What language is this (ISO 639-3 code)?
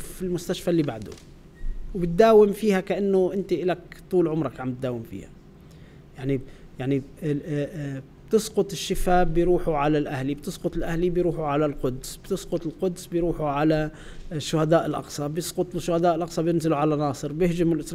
apc